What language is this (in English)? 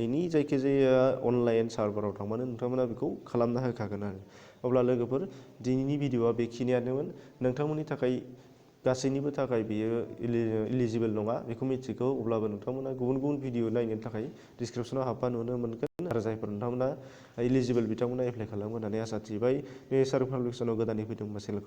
Bodo